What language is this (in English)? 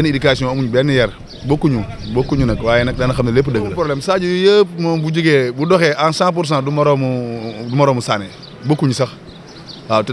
Wolof